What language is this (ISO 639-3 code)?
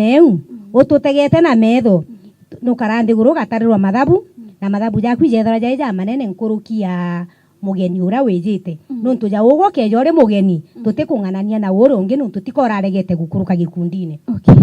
mer